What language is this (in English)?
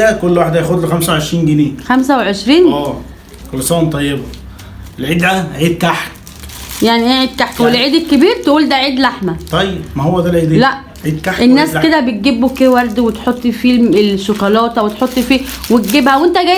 Egyptian Arabic